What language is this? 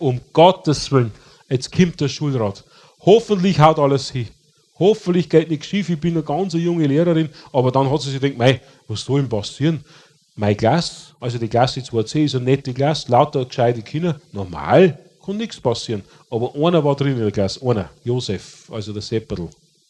Bavarian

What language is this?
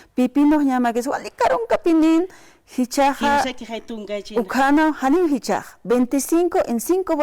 Aymara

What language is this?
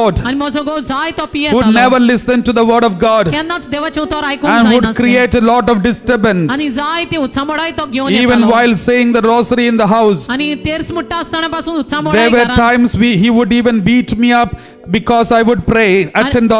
Konkani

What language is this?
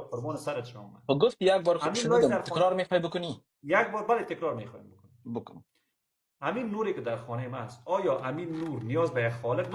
Persian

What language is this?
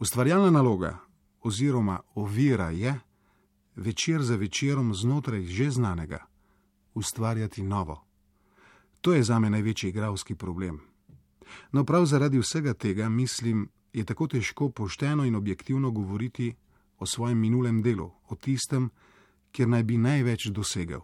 Slovenian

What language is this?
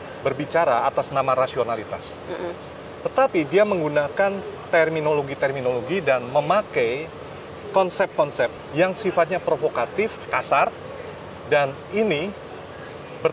Indonesian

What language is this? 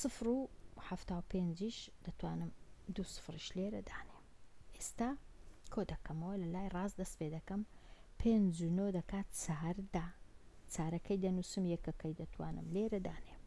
Central Kurdish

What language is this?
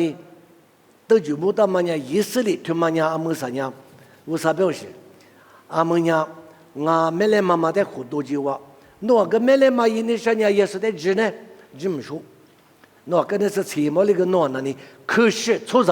Lisu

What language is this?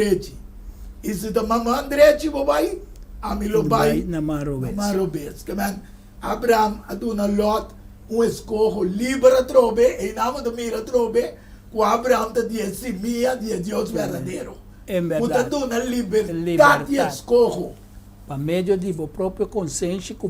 Papiamento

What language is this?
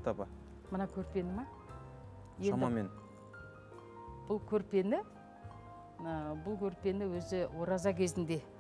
Kazakh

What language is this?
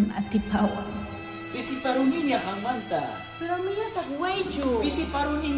Ayacucho Quechua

